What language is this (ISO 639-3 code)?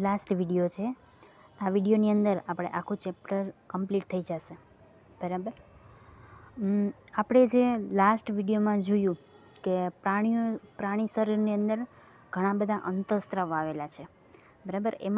guj